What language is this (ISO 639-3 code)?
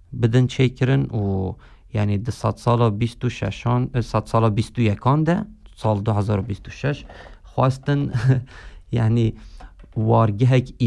kur